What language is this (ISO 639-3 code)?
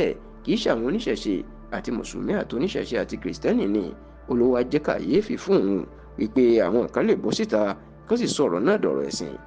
yor